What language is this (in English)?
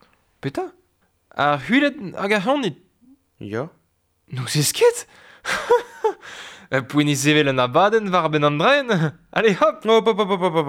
Breton